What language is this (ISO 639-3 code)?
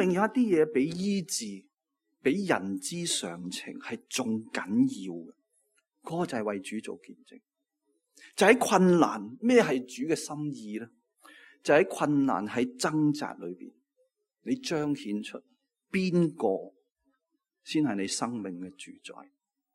yue